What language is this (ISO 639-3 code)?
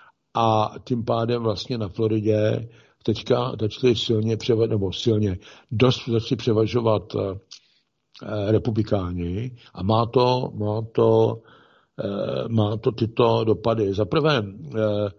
ces